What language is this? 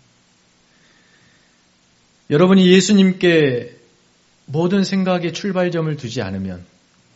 Korean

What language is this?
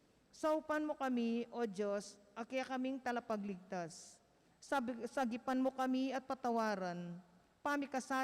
Pampanga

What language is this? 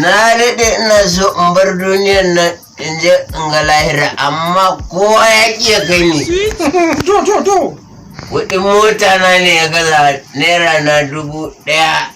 Hausa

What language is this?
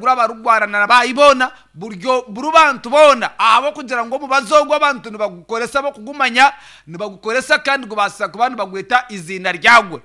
Nyankole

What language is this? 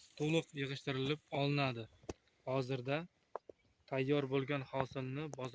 Uzbek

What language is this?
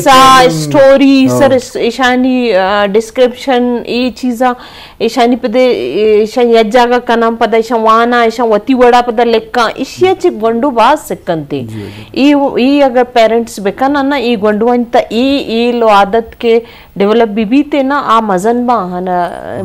Eastern Balochi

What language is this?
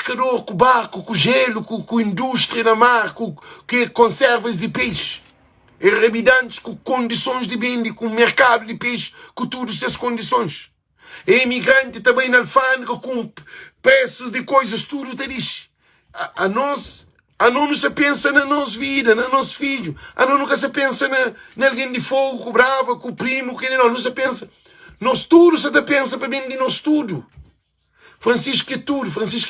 Kabuverdianu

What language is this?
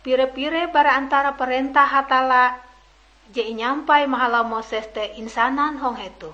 Ngaju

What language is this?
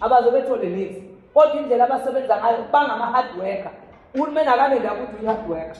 Zulu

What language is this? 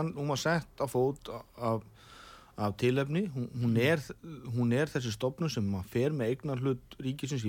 Icelandic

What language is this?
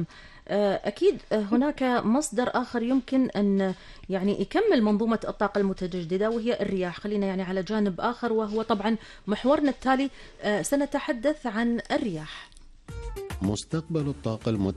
Gulf Arabic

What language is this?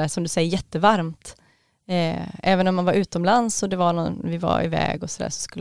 Swedish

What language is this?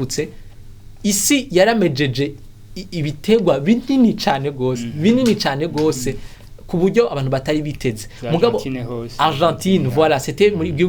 Rundi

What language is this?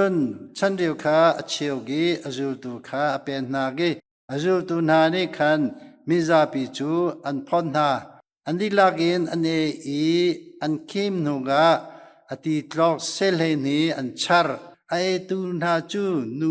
Hakha Chin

